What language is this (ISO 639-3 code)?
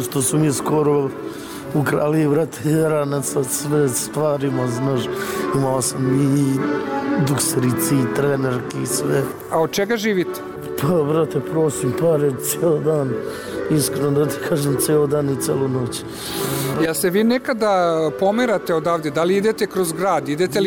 srp